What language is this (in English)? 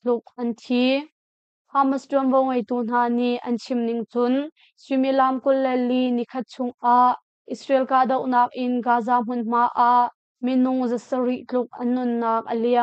Hakha Chin